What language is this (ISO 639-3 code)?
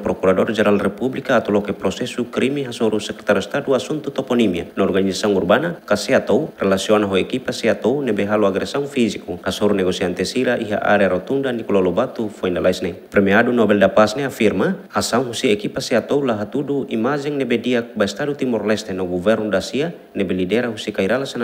tet